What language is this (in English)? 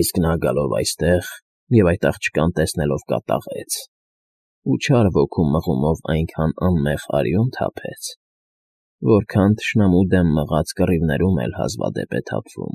Armenian